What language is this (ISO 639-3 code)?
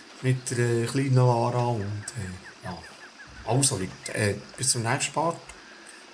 gsw